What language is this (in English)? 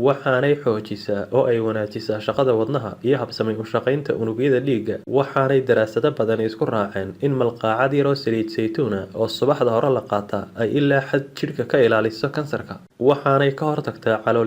Somali